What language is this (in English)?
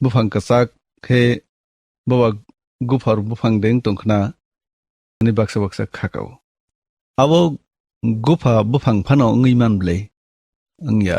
Kok Borok